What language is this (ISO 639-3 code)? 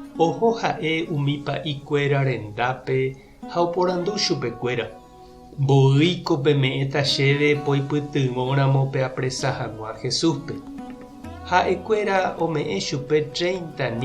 grn